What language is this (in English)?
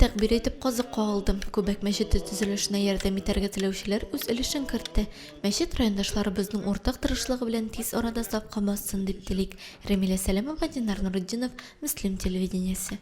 Tatar